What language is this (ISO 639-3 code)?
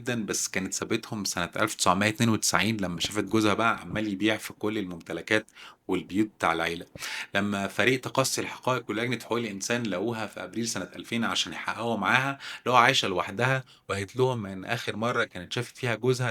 arz